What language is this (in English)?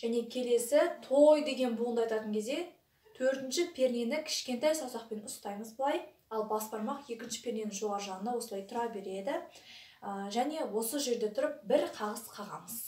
Kazakh